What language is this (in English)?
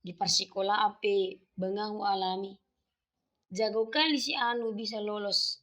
Batak Toba